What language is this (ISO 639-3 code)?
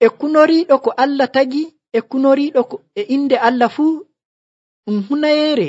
fuv